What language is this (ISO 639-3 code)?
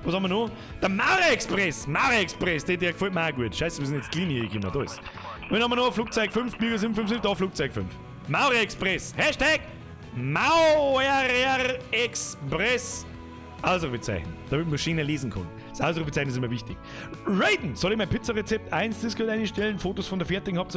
bar